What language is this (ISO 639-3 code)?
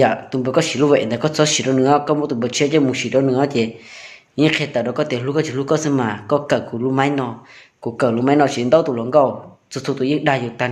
hmn